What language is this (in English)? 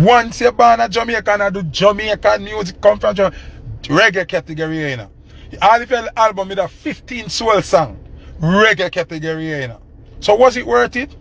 Jamaican Creole English